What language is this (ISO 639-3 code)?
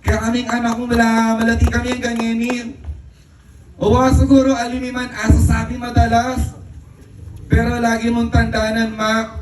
pam